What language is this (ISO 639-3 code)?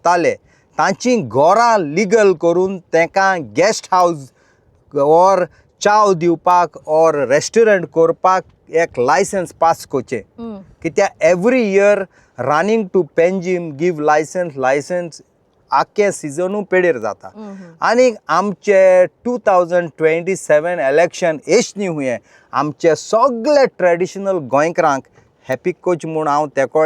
kok